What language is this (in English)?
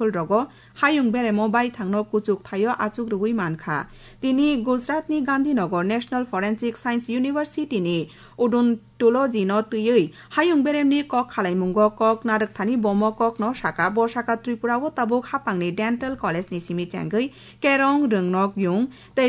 Kok Borok